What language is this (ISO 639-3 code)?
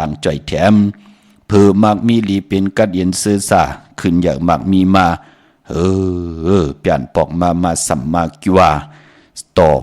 shn